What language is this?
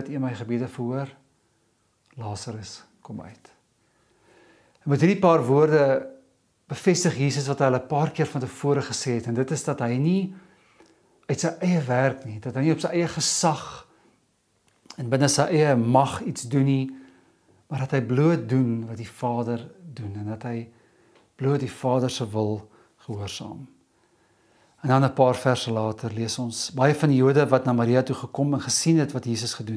Afrikaans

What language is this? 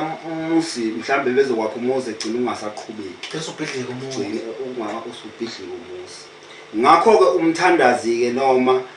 Zulu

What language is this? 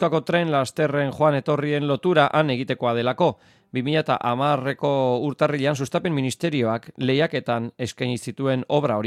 Basque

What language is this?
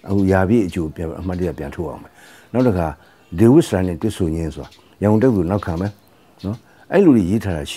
Burmese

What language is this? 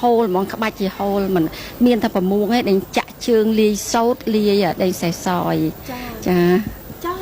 Khmer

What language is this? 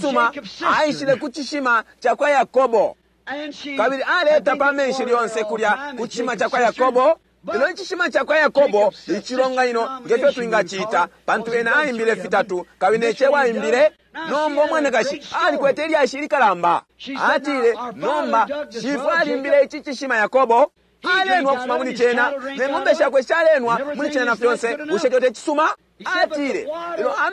Bemba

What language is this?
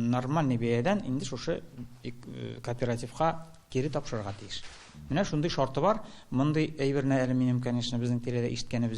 Tatar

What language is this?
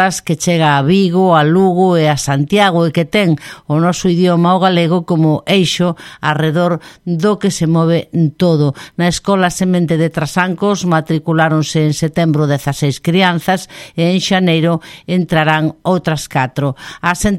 Galician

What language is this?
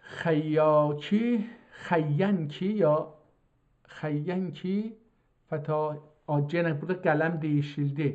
South Azerbaijani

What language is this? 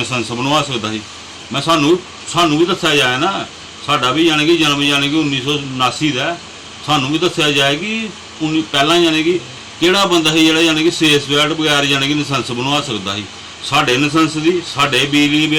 Dogri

